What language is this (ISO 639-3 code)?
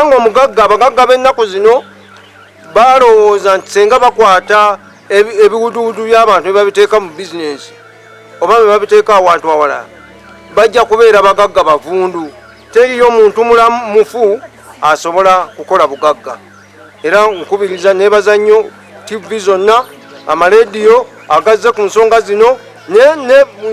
lug